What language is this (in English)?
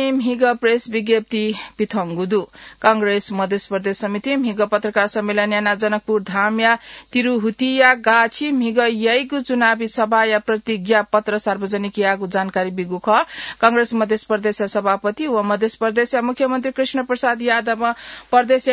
Newari